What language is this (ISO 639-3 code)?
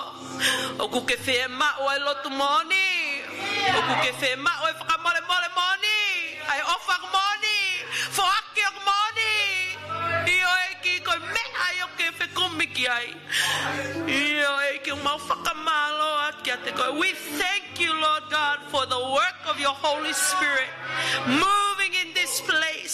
ton